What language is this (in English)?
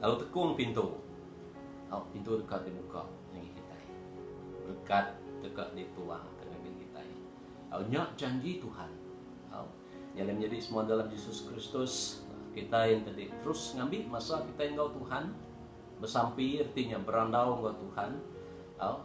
Iban